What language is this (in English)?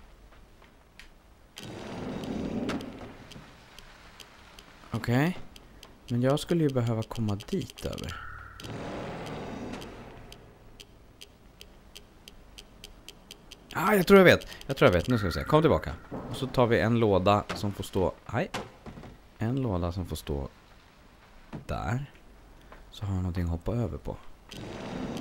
Swedish